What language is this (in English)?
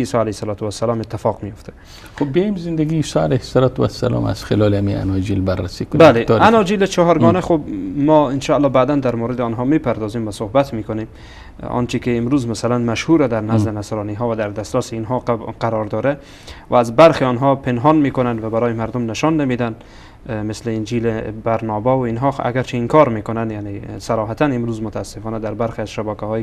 Persian